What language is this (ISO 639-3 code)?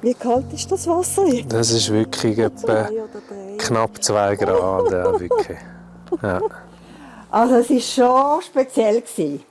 roh